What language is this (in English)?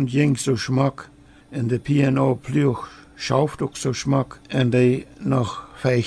Plautdietsch